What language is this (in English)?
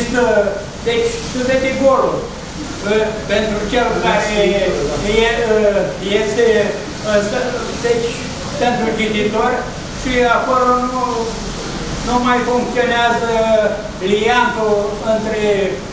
Romanian